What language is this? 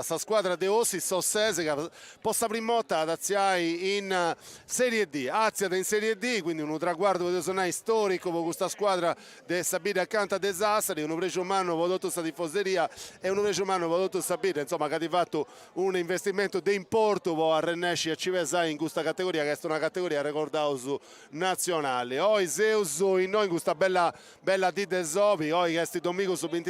Sardinian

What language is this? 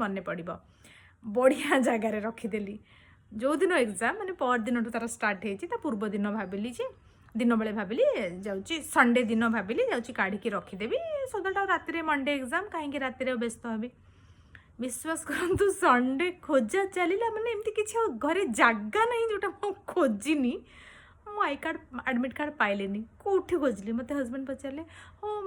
Odia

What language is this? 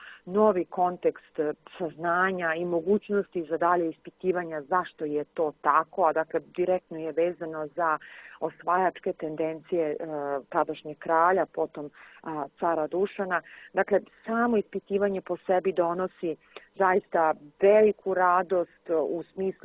Serbian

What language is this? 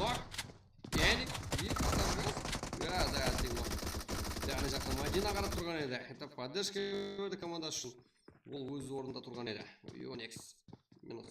Kara-Kalpak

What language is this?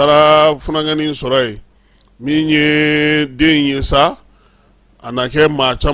Bambara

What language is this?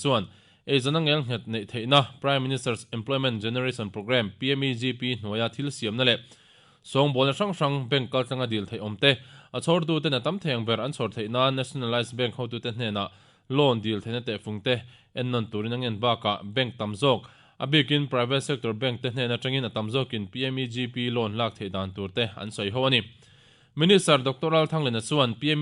Mizo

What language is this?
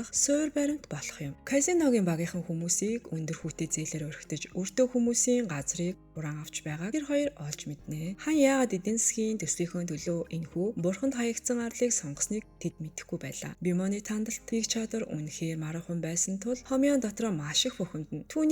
Mongolian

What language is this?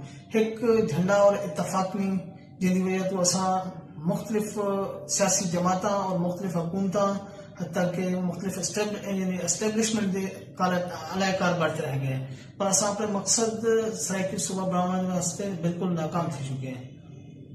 Saraiki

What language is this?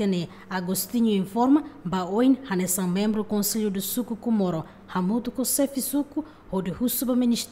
Tetum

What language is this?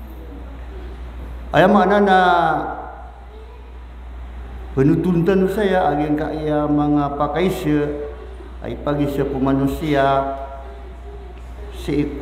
Maranao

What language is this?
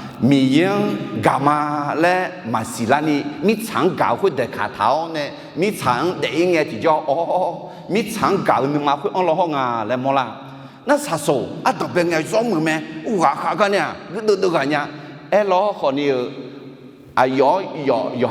Akha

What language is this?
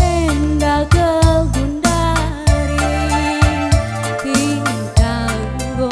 Batak Karo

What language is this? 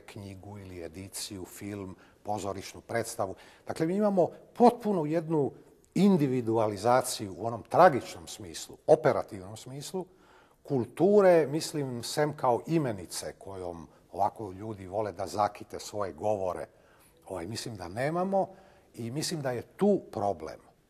Serbian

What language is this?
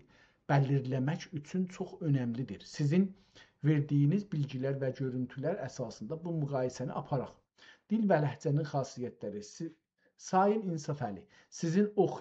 South Azerbaijani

